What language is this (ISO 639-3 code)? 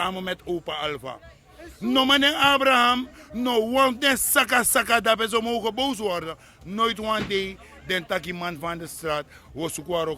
srn